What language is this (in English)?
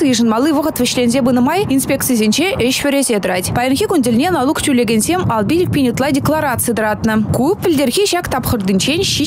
Chuvash